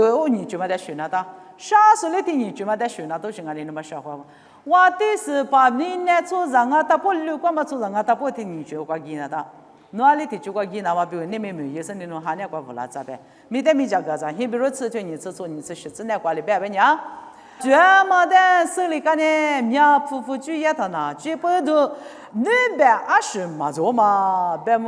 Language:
Lisu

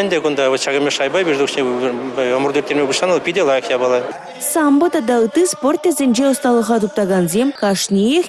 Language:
Chuvash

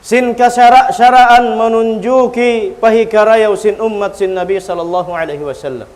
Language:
Tausug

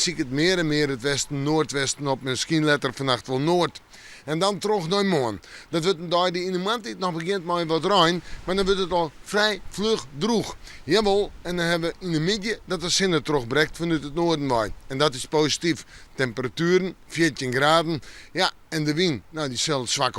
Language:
Western Frisian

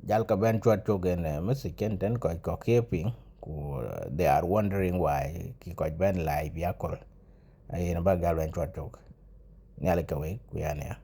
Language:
Dinka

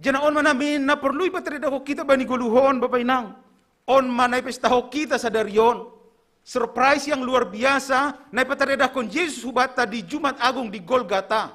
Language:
Batak Simalungun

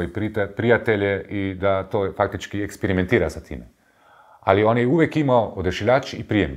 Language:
Croatian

